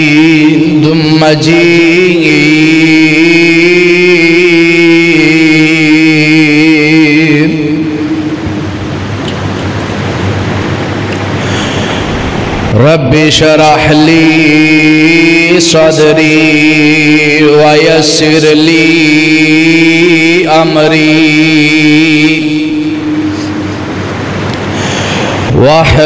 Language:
Western Panjabi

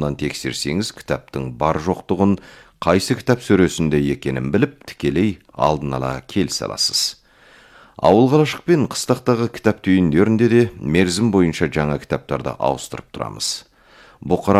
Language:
Kazakh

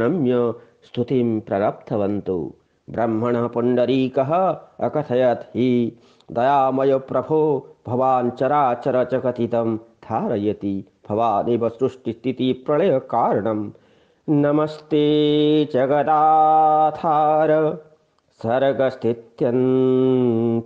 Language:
Sanskrit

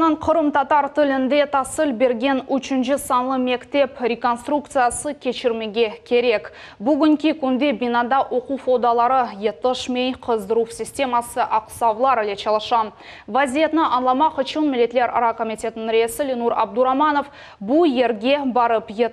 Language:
Crimean Tatar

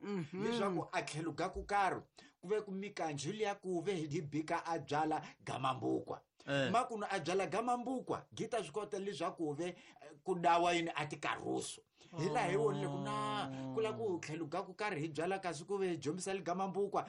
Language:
Tsonga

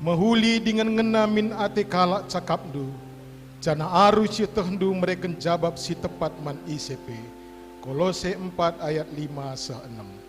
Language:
Batak Karo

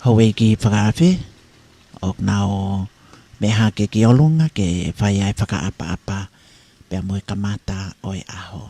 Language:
Tongan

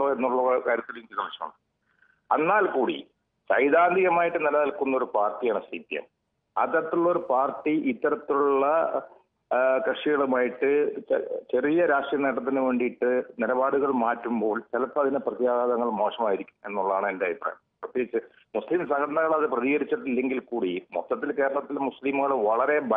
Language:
Malayalam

